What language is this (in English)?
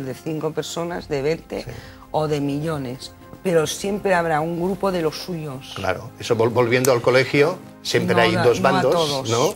Spanish